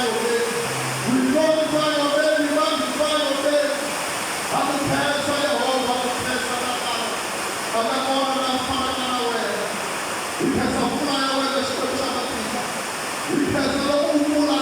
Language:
Tsonga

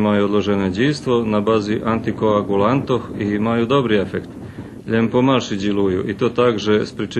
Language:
Rusyn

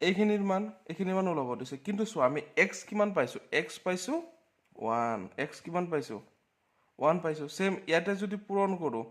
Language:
Assamese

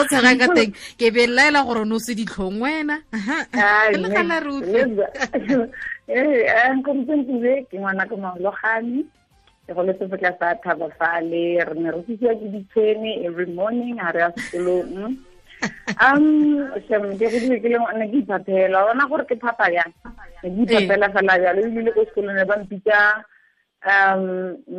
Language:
Tswana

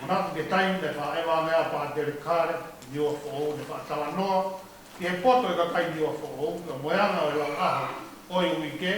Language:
Tongan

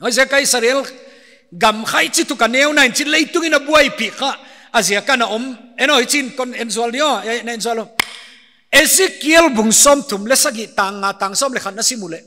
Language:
Paite Chin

